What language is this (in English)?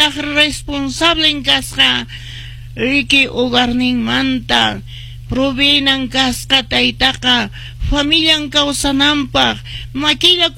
Quechua